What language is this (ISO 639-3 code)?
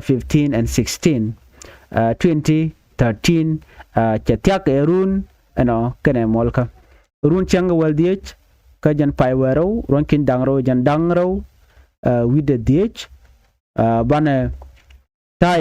nus